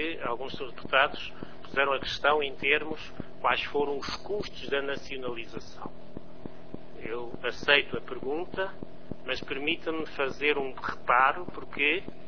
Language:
Portuguese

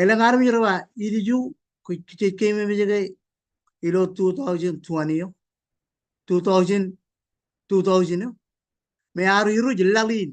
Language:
Marshallese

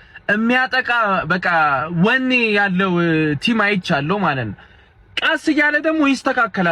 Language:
Amharic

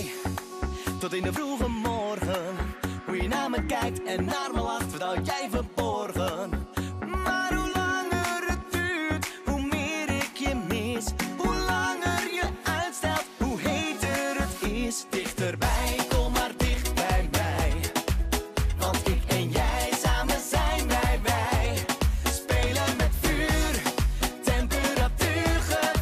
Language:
Dutch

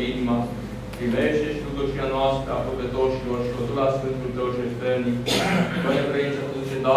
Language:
Romanian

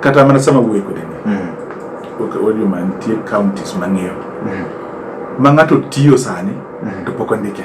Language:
Luo (Kenya and Tanzania)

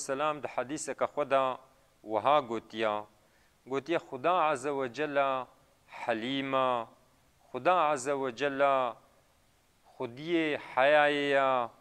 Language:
Kurdish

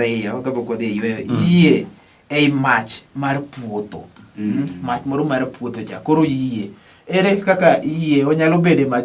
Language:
Luo (Kenya and Tanzania)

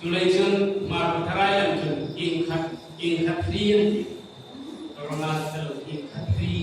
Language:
Hmar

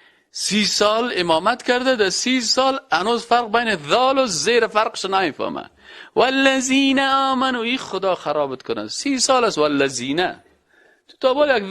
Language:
Persian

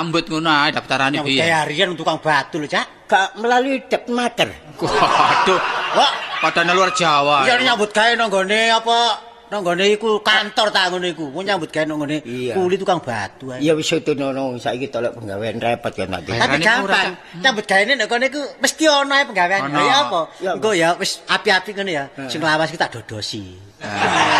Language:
Javanese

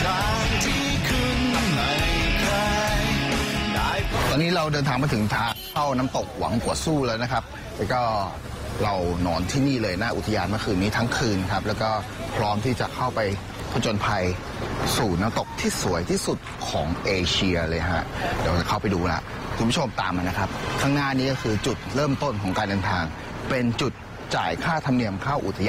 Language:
Thai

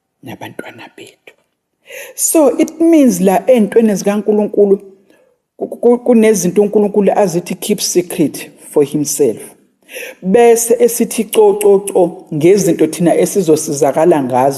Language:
Zulu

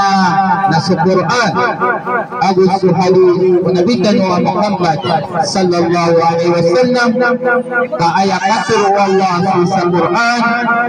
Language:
Maranao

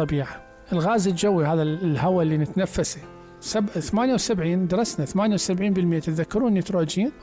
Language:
Mesopotamian Arabic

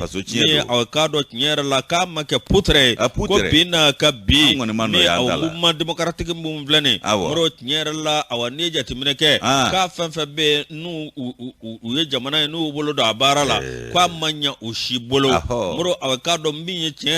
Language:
Bambara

